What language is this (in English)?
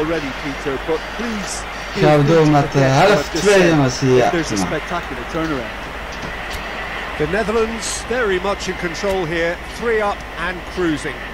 Dutch